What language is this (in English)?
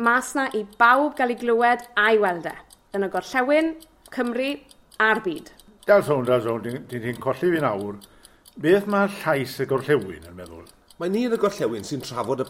Welsh